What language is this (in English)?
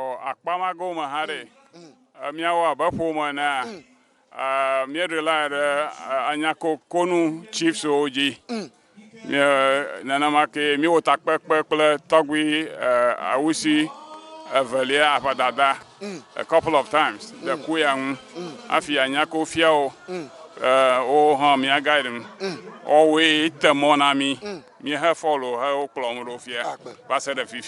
Ewe